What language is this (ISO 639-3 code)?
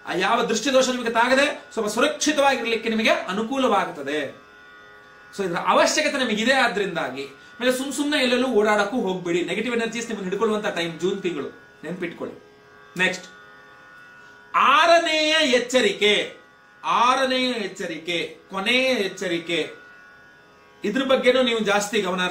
kan